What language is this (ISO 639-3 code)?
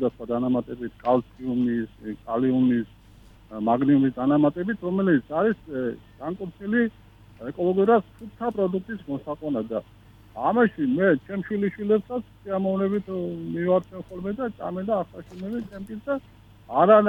kat